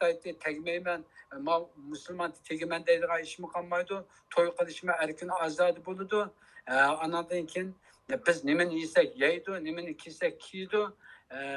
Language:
Uyghur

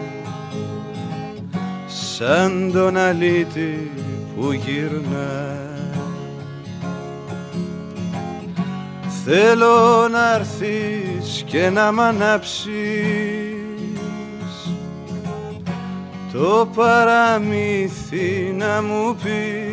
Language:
Greek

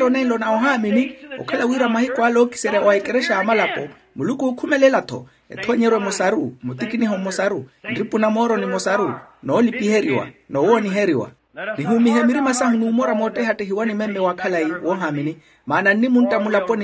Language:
Makhuwa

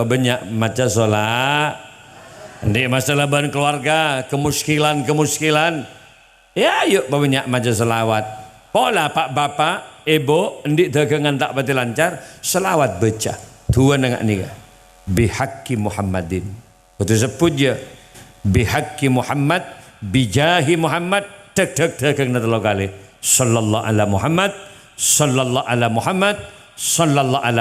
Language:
Madurese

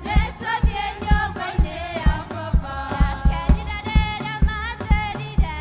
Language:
Kikuyu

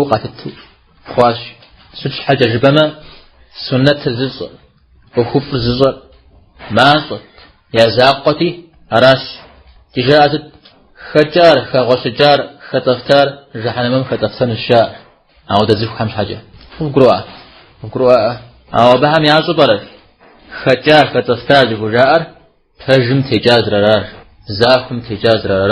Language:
Kabardian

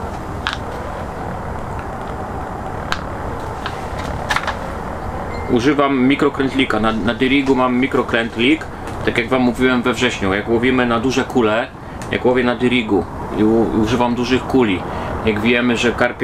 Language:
Polish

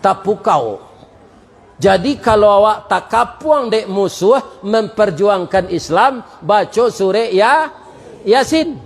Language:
Minangkabau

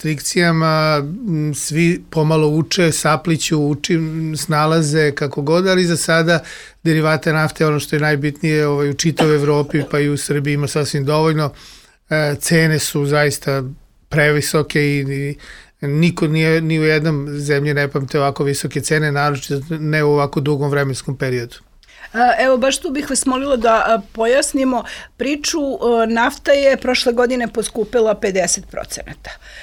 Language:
Serbian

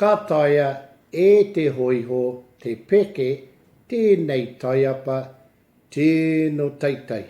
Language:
Māori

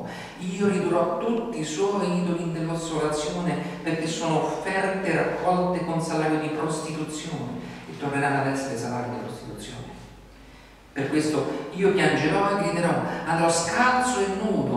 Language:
Italian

